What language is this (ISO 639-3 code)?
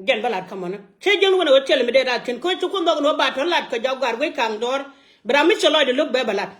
nus